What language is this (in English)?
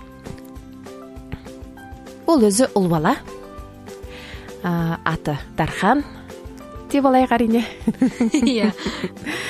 Kazakh